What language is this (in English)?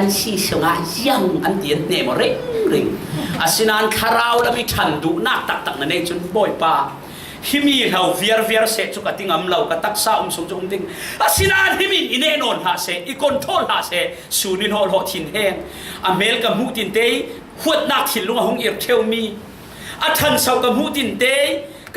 Falam Chin